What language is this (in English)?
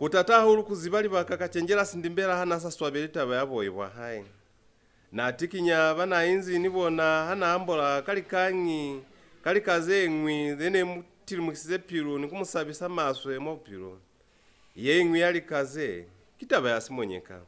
Lozi